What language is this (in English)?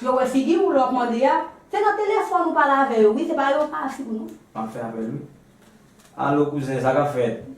Haitian Creole